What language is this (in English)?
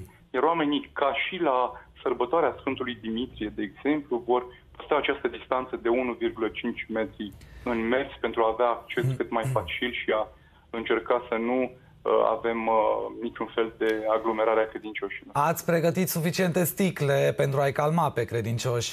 Romanian